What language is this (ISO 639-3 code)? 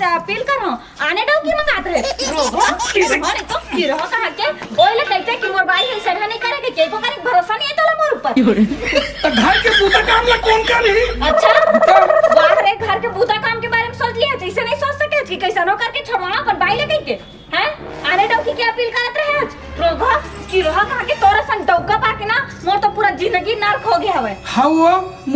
hne